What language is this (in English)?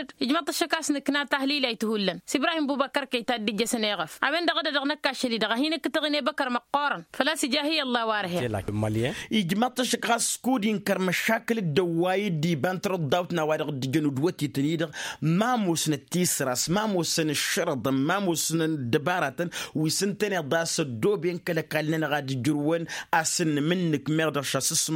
Tamasheq